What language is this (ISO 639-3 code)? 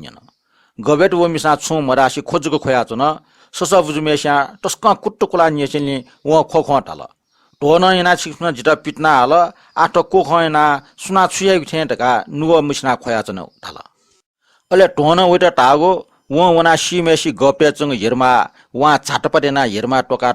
new